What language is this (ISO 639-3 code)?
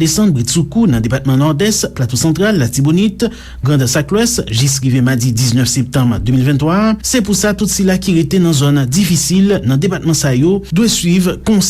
hat